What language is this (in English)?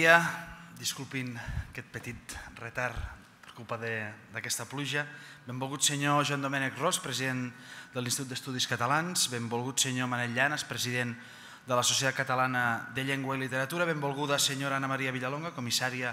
Catalan